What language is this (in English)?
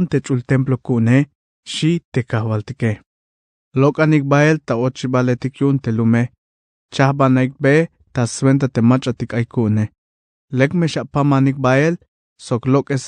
Tzeltal